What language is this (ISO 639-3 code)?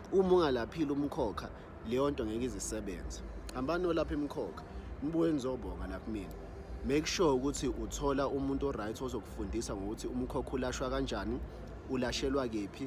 zul